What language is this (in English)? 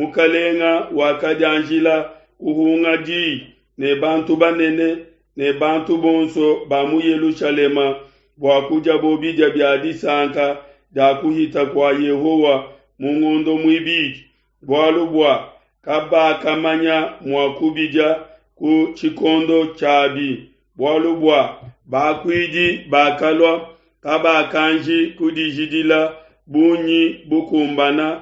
Luba-Lulua